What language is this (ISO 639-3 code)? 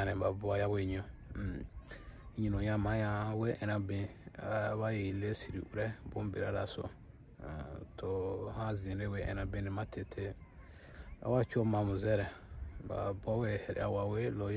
bmq